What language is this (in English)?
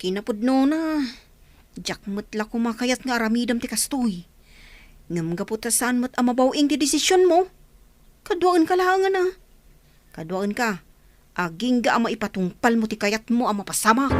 Iloko